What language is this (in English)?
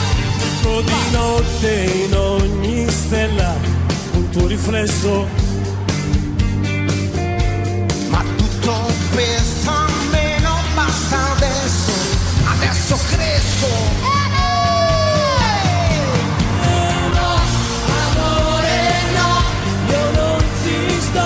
Italian